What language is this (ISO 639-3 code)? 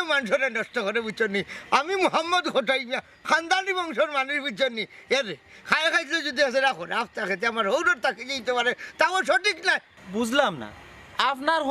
syl